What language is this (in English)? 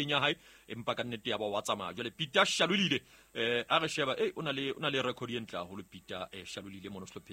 Southern Sotho